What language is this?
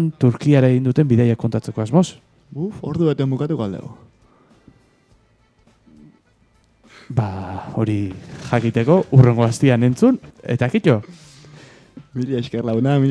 Basque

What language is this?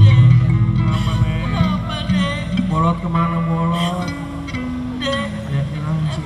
Betawi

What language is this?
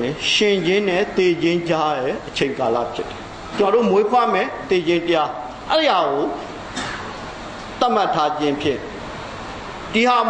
Burmese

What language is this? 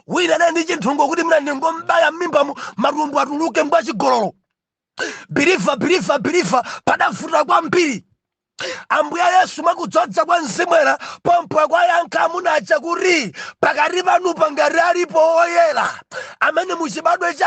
Nyanja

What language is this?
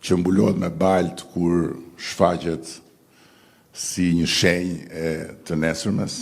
Albanian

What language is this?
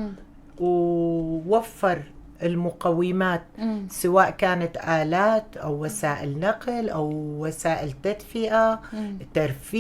North Levantine Arabic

